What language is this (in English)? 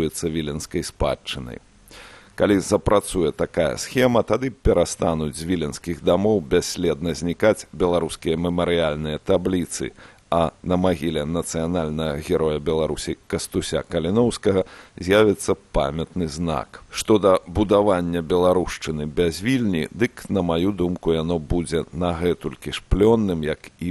Belarusian